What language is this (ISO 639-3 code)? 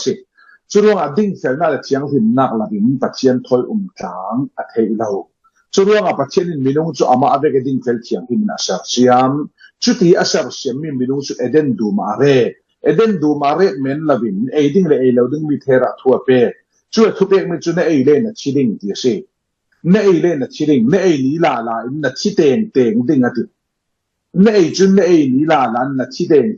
cfm